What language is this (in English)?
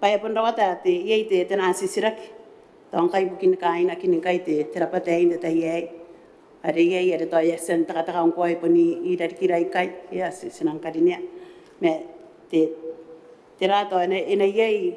Gilbertese